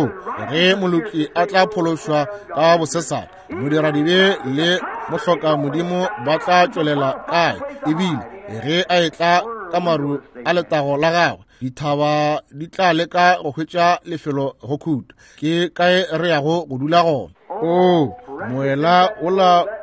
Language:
Northern Sotho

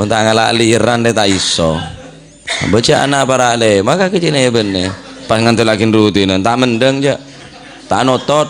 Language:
Madurese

